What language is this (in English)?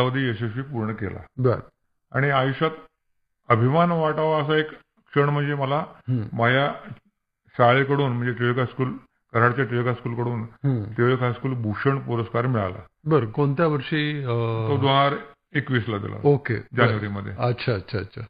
Marathi